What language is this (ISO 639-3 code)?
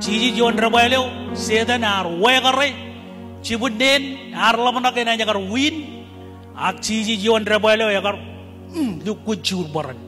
mah